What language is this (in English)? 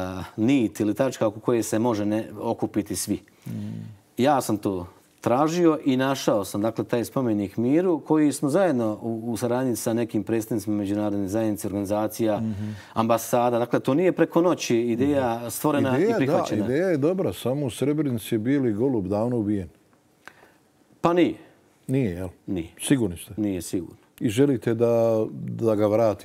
Bosnian